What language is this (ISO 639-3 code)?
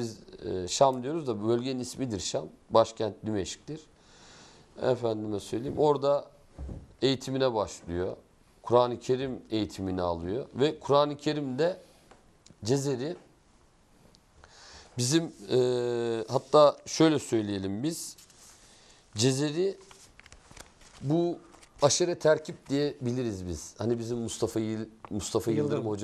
tur